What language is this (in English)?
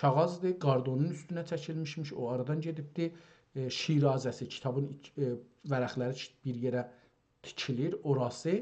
South Azerbaijani